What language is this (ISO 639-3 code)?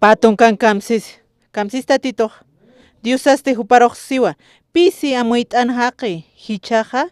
aym